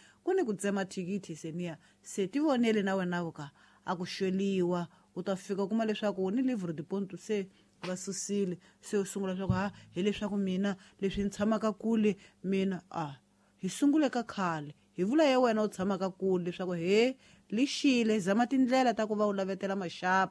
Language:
Tsonga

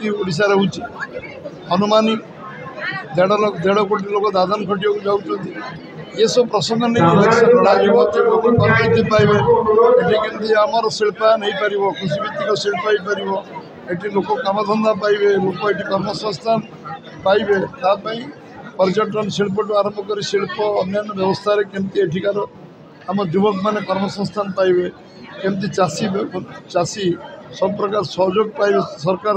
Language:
Odia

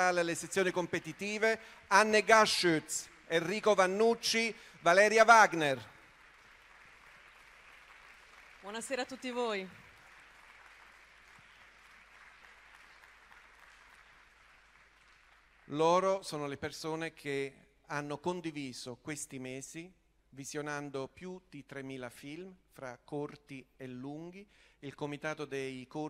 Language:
Italian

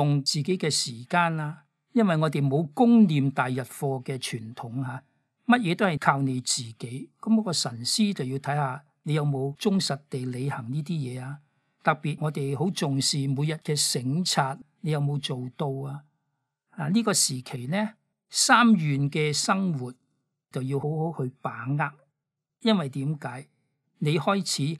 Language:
Cantonese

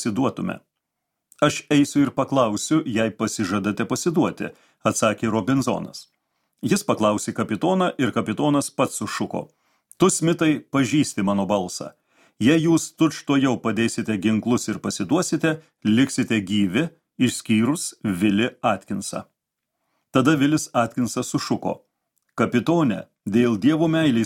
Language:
Lithuanian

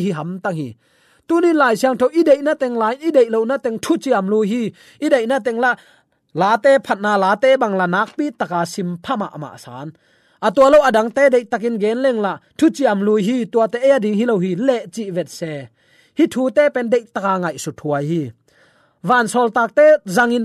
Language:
Tedim Chin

